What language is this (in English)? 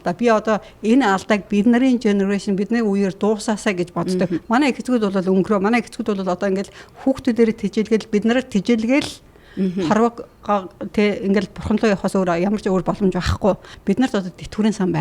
Mongolian